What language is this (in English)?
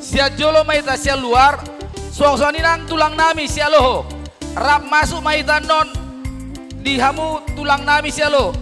Batak Karo